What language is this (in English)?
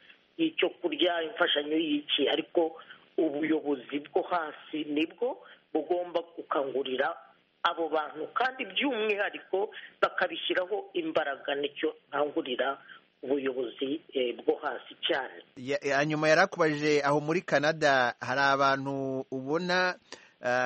Kinyarwanda